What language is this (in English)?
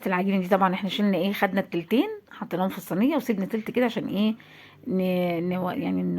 Egyptian Arabic